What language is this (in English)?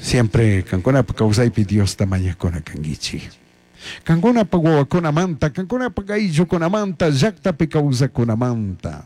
Chimborazo Highland Quichua